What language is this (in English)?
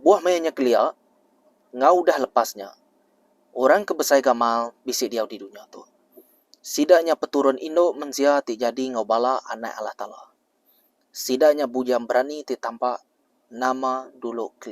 Iban